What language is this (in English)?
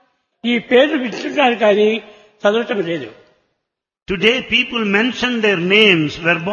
Telugu